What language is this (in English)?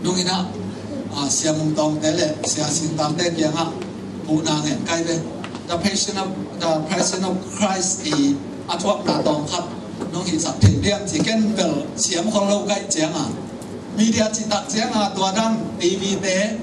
Tedim Chin